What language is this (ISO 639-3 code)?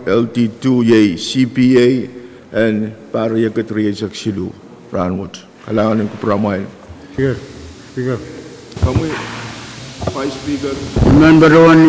pon